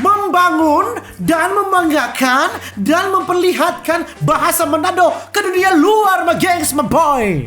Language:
Manado Malay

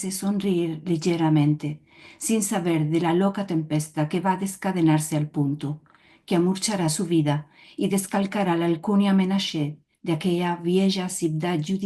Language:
Ladino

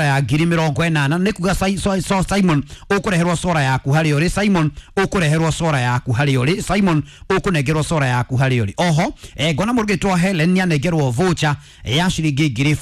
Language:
Kikuyu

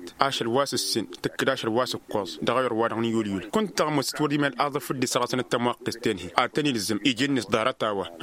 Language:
Tamasheq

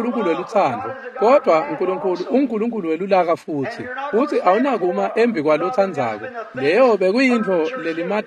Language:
Swati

